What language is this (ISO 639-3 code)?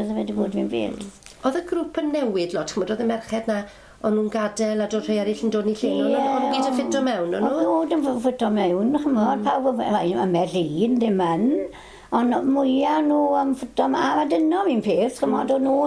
cym